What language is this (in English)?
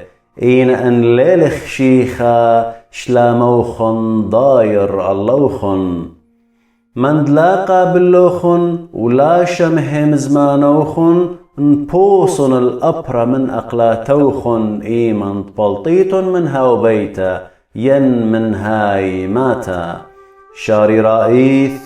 Assyrian Neo-Aramaic